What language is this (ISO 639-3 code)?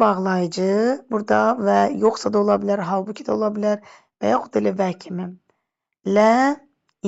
aze